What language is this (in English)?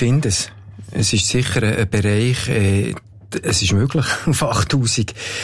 German